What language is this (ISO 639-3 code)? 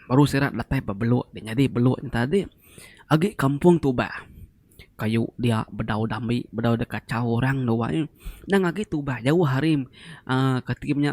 iba